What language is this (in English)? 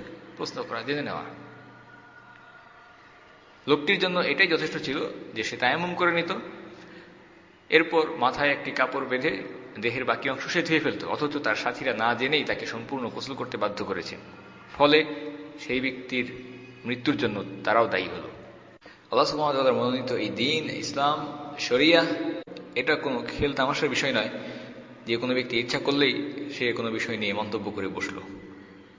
Bangla